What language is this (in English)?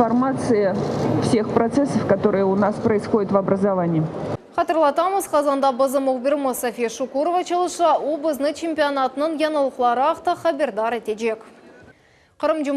Crimean Tatar